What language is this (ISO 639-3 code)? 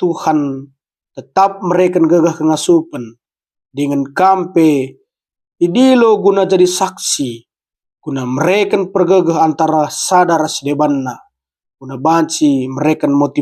btx